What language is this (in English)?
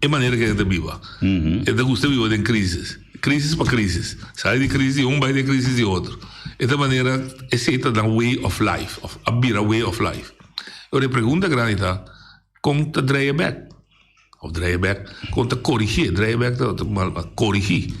Papiamento